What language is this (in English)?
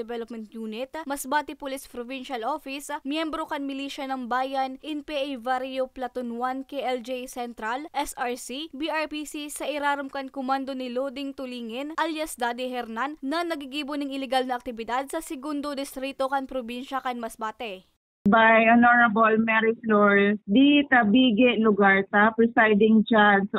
Bikol